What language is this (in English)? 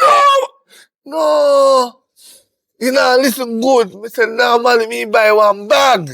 Jamaican Creole English